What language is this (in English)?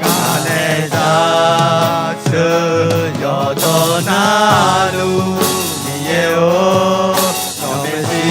Akha